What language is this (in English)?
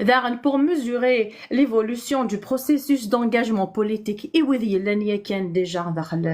Kabyle